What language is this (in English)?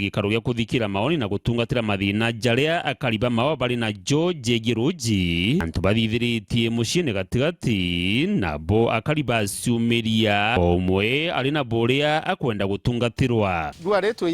Meru